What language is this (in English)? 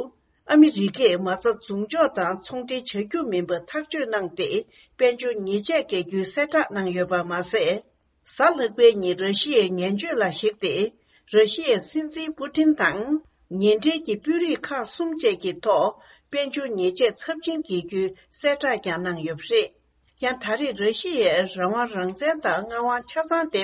Tibetan